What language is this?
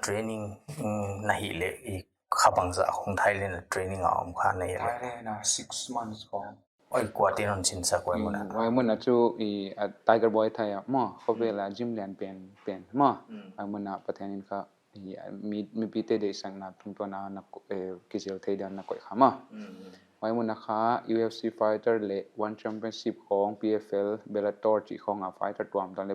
Paite Chin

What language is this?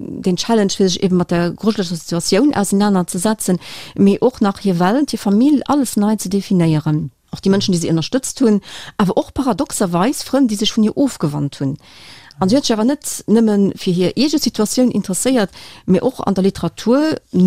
Luxembourgish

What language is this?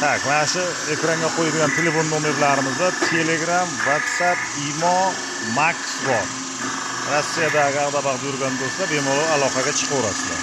Uzbek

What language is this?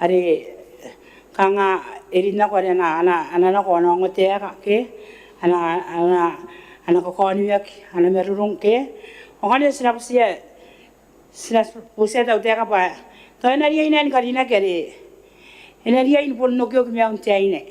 Gilbertese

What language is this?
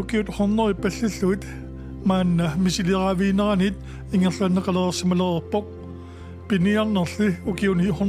Kalaallisut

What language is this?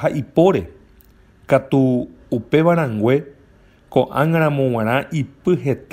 Guarani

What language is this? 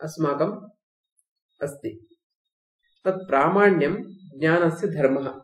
Sanskrit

